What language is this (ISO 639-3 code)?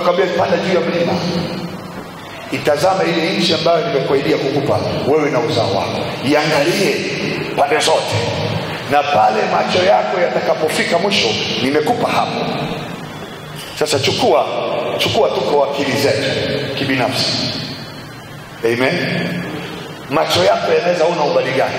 swa